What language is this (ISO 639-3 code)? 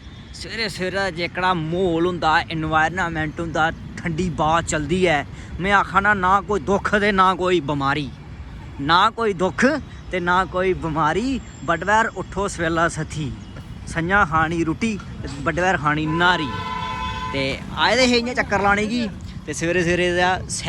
doi